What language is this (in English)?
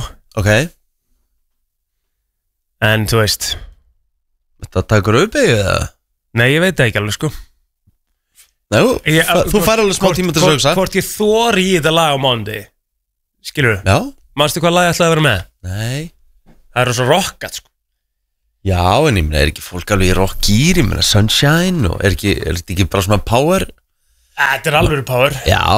Icelandic